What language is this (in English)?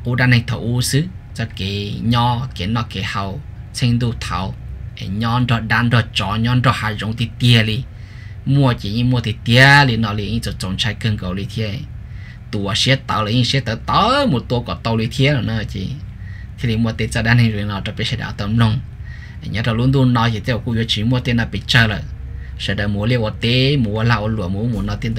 Vietnamese